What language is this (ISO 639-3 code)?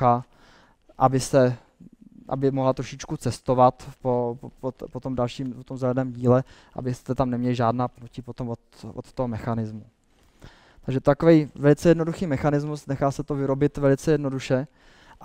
ces